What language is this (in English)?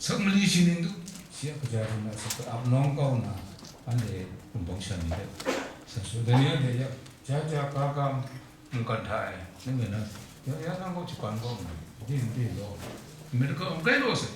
Kachin